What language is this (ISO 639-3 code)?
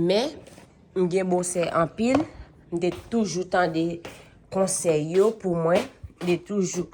hat